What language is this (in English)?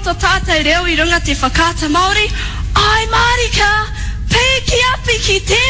Māori